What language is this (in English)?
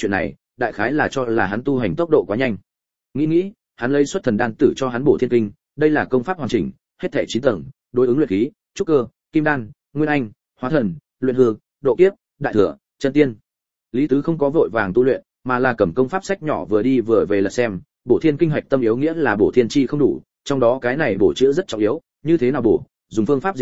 Vietnamese